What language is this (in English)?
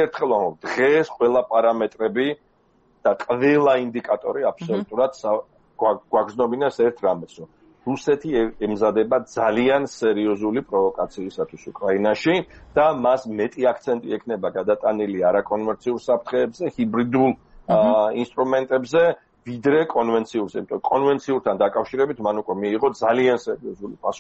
Georgian